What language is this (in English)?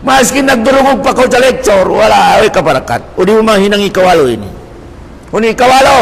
Tausug